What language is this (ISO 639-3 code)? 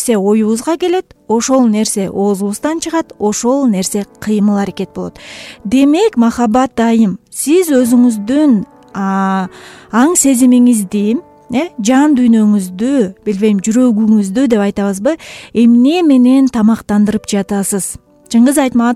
kir